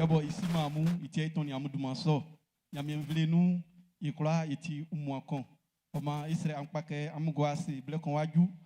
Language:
Baoulé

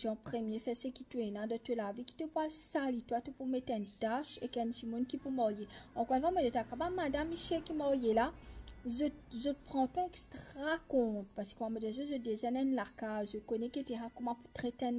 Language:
Morisyen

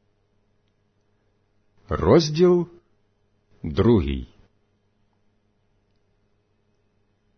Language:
Ukrainian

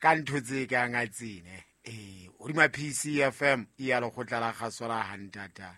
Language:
Southern Sotho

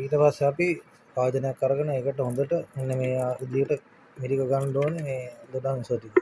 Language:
Sinhala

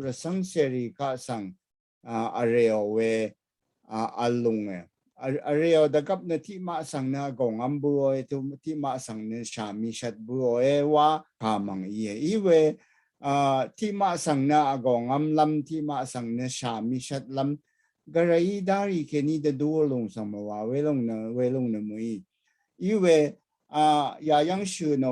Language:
Rawang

